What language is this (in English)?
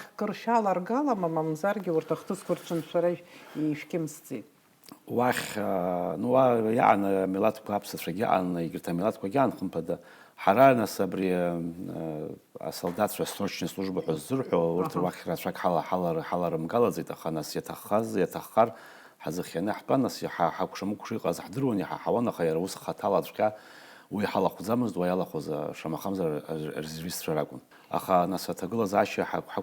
Abkhazian